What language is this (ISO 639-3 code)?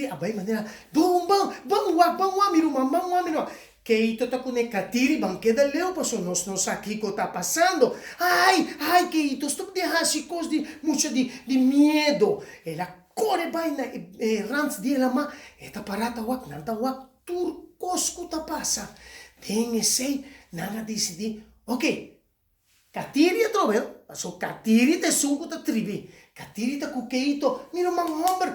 pap